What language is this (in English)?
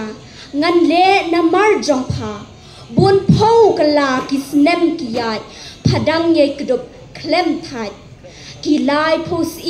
Khasi